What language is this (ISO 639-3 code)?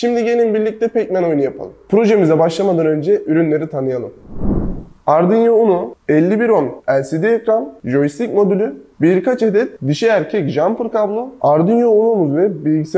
tur